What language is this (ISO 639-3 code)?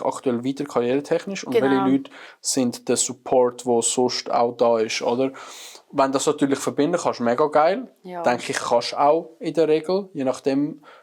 gsw